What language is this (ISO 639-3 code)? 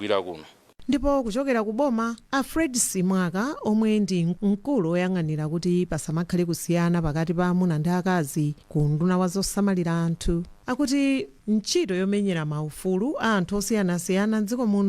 nya